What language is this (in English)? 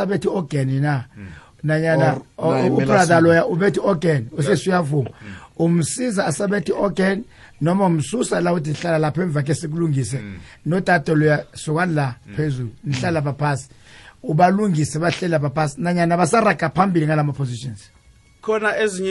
South Ndebele